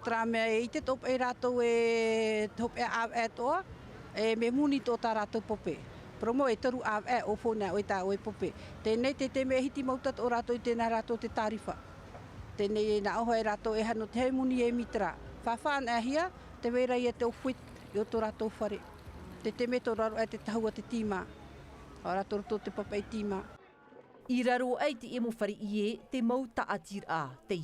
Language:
Tahitian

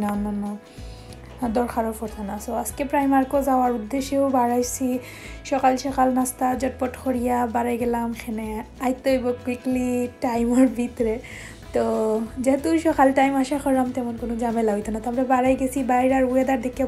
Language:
Sylheti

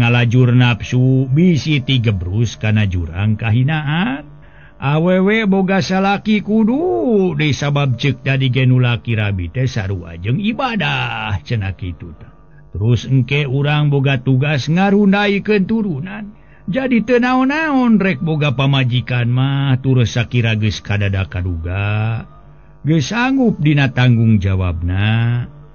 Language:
Sundanese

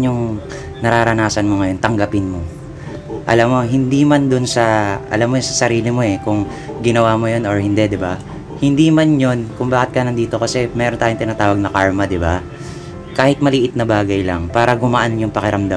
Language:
Filipino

